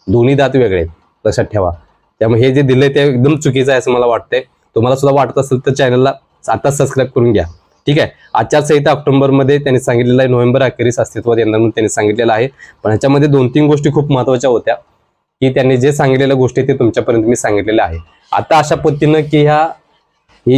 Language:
Marathi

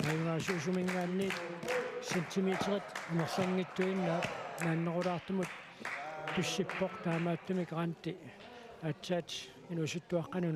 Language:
Kalaallisut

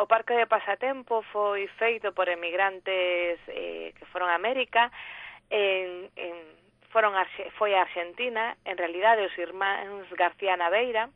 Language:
Galician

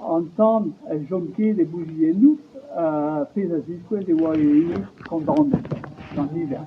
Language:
Breton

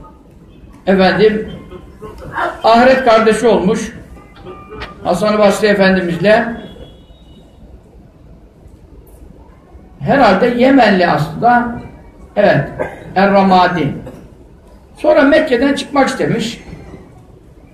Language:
Turkish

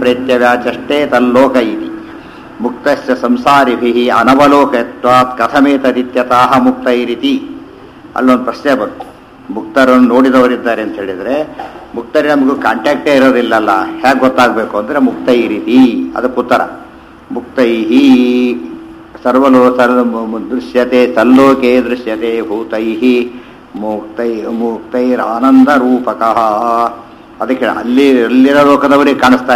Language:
Kannada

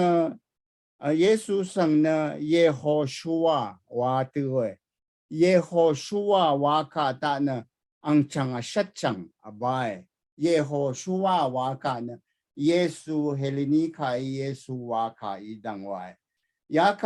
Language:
Rawang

